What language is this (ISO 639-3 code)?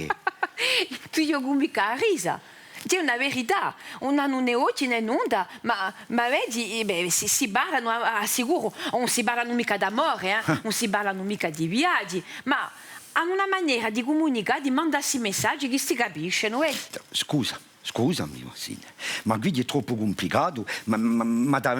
cos